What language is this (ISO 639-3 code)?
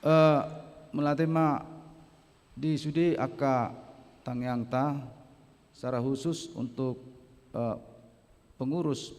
bbc